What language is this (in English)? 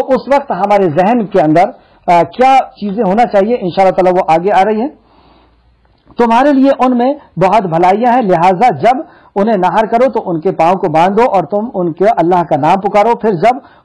Urdu